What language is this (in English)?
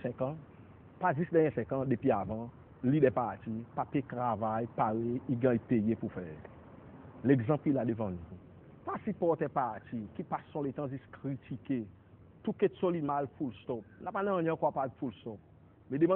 Seselwa Creole French